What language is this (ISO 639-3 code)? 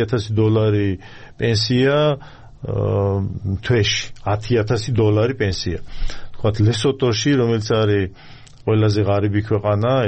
kat